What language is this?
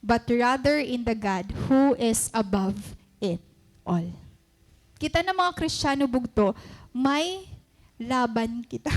Waray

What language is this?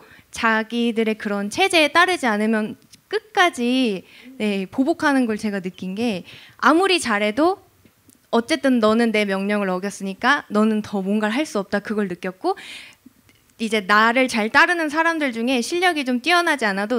Korean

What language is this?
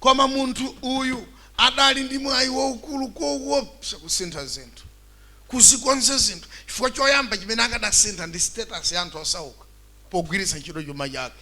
Nyanja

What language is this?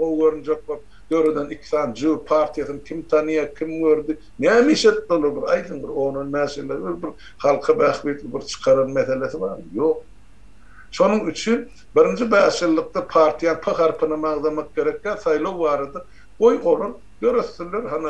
Turkmen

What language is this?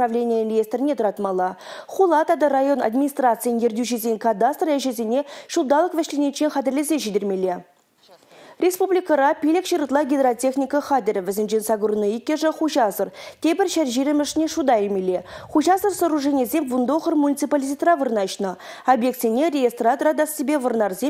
Chuvash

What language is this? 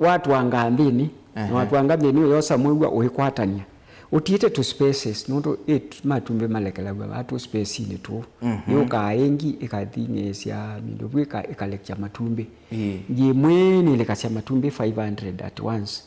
Kamba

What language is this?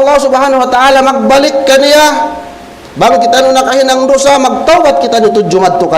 Tausug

